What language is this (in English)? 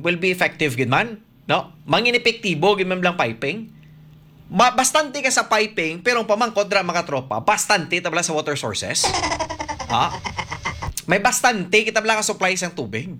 Hiligaynon